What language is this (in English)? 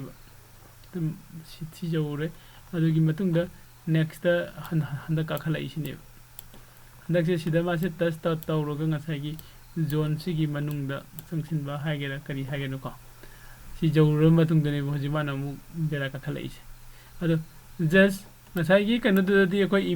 Manipuri